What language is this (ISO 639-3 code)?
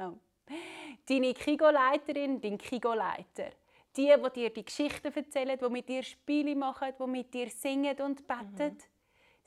gsw